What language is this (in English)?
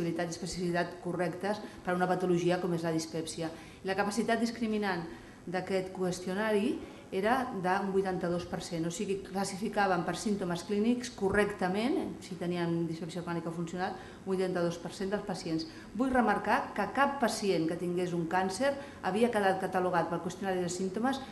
Catalan